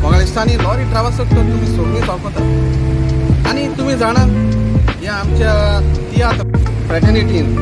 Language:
Konkani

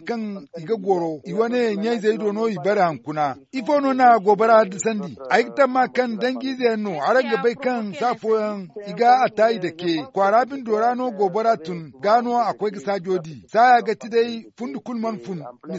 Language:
Zarma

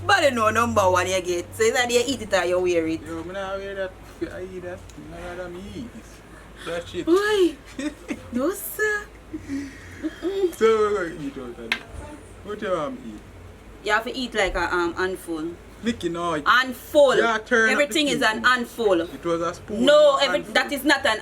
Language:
Jamaican Creole English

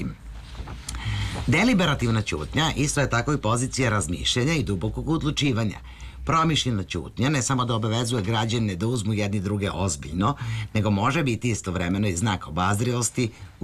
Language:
Serbian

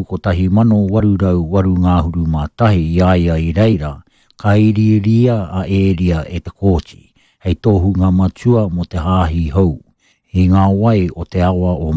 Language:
Māori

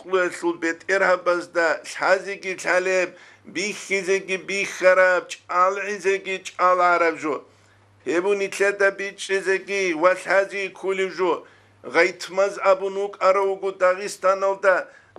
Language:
Avaric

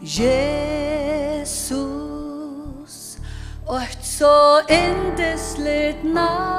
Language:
Faroese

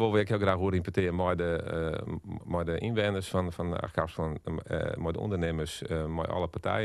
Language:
Western Frisian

